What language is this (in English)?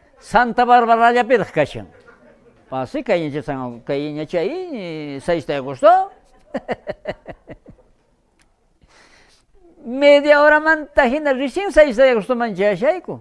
South Bolivian Quechua